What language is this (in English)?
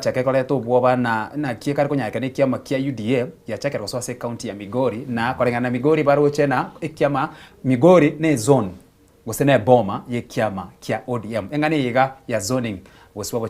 Gusii